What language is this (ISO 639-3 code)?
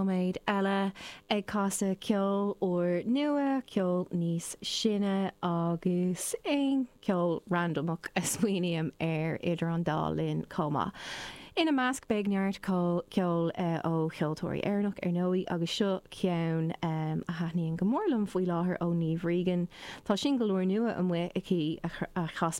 gle